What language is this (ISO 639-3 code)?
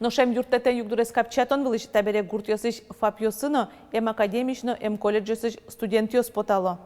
udm